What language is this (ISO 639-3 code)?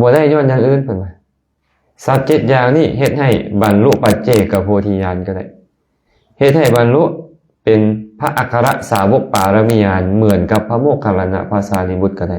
lao